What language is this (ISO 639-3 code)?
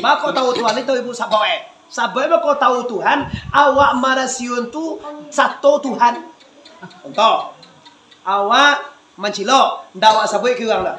min